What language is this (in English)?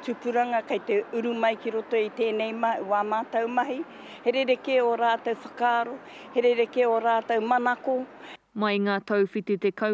Māori